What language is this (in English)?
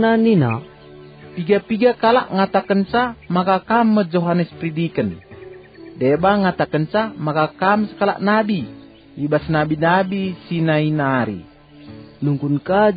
Batak Karo